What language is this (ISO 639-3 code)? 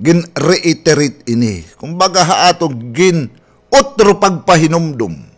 war